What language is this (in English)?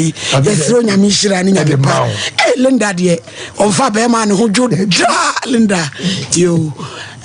Akan